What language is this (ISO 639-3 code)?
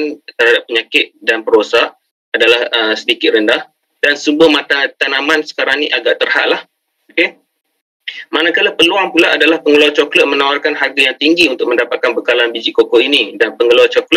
msa